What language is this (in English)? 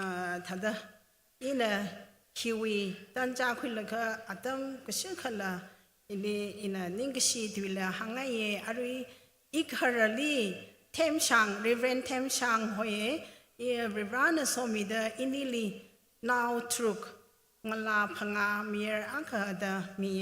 Tangkhul Naga (India)